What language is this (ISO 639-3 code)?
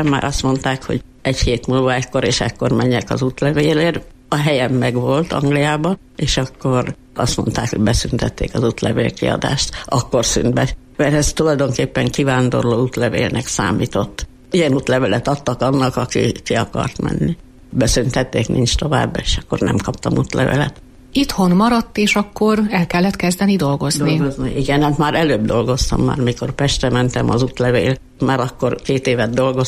hun